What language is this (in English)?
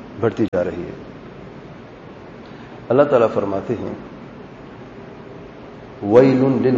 Urdu